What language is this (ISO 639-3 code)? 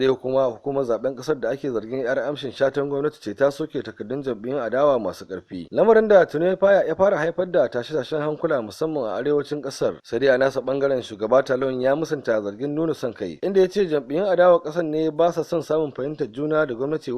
hau